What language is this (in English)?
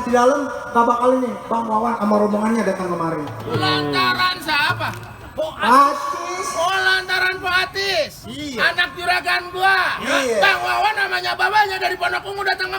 Betawi